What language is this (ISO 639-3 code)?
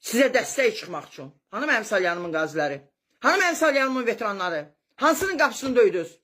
aze